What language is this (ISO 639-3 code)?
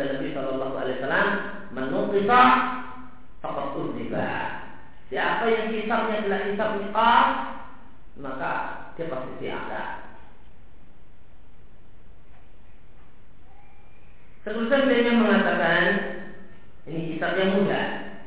ind